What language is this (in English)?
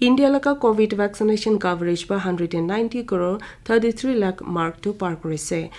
Naga Pidgin